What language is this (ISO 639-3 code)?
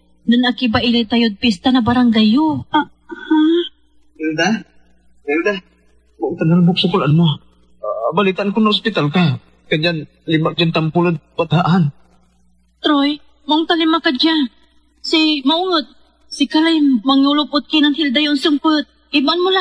pag